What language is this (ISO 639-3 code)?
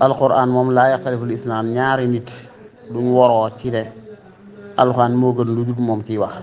wol